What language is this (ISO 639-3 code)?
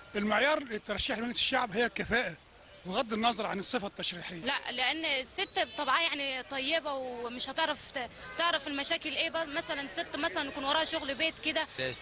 arz